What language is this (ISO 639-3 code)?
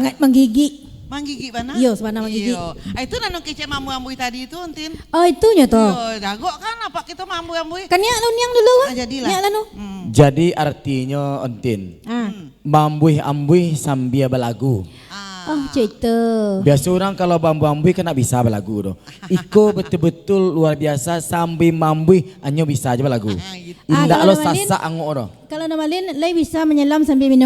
min